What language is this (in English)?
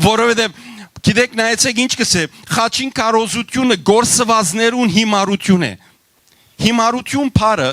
Western Armenian